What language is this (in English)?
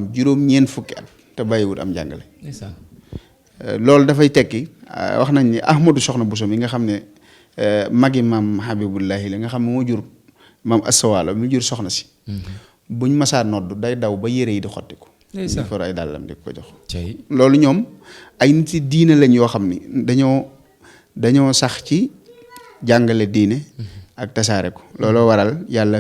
Wolof